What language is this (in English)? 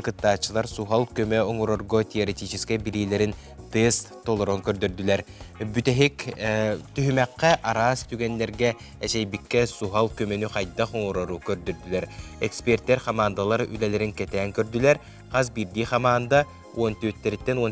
Yakut